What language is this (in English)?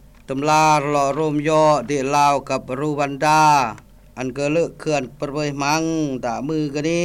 Lao